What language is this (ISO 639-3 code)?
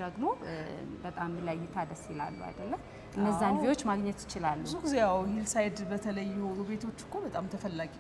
amh